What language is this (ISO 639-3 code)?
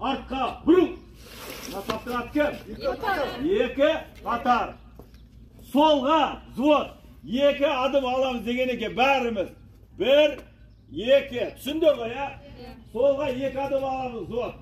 kaz